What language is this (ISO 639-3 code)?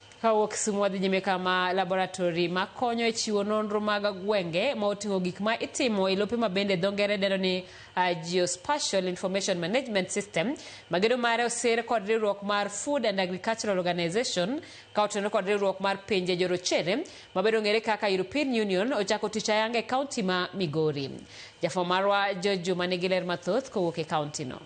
luo